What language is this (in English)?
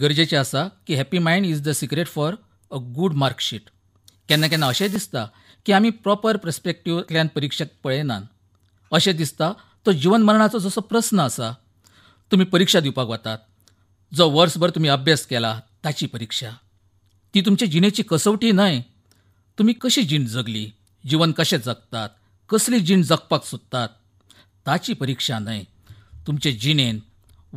Konkani